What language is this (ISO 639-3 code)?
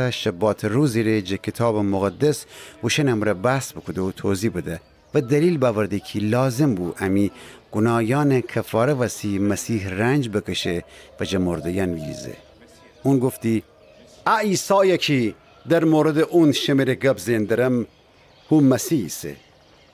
glk